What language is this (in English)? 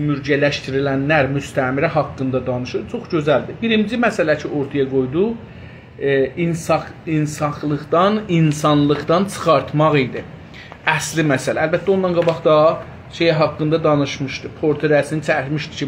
South Azerbaijani